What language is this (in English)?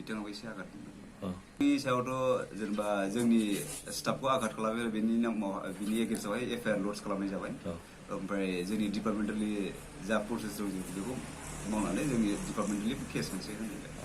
Bodo